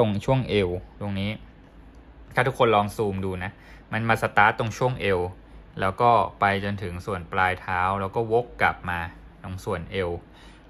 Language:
Thai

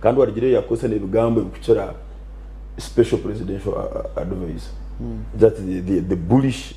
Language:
Nyankole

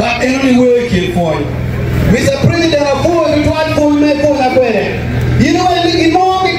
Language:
Acoli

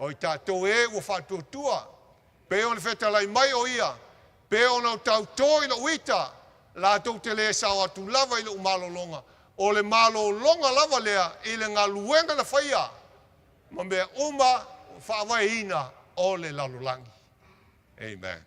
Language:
Samoan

